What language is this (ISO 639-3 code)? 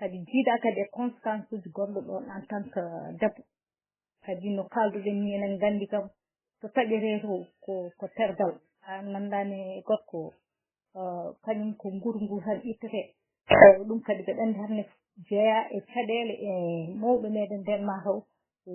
ful